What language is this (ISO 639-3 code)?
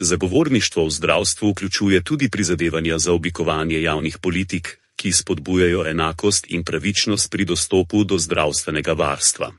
slv